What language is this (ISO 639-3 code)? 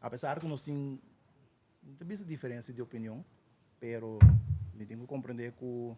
pap